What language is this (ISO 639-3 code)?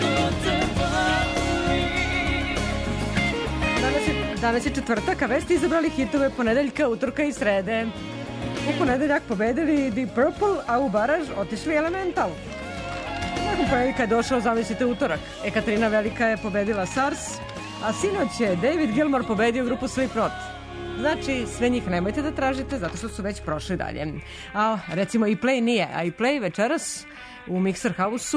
srp